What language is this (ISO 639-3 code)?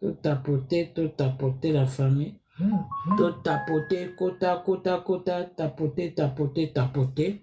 lin